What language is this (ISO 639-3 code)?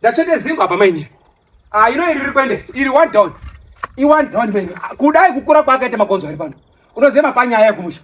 sna